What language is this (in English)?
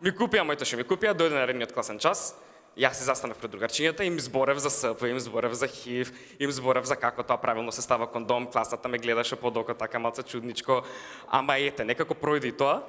Macedonian